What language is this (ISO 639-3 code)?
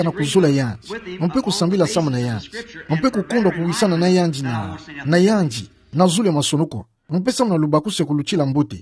ktu